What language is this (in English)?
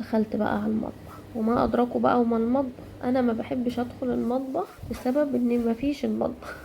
Egyptian Arabic